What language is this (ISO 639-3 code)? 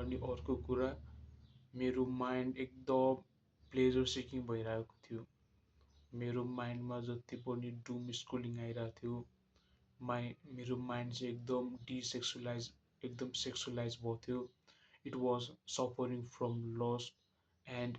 nep